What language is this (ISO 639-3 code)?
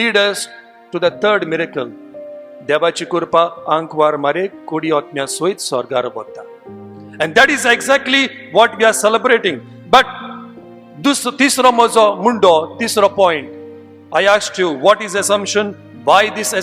kok